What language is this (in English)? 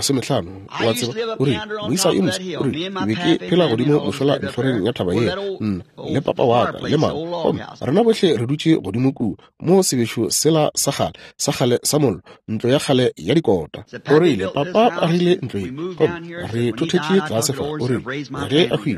Northern Sotho